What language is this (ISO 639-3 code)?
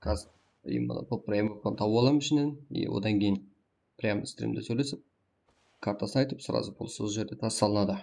kaa